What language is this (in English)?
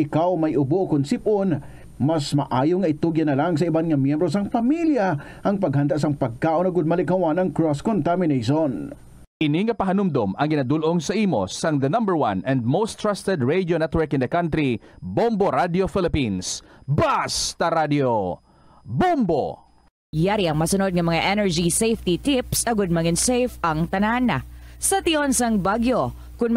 Hiligaynon